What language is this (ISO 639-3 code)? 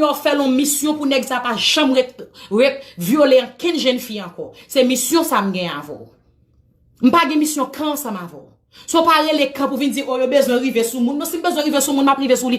hat